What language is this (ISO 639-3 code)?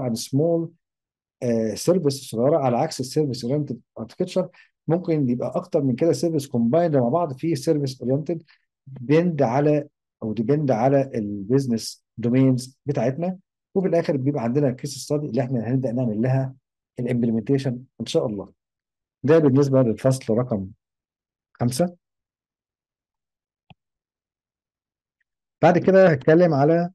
arz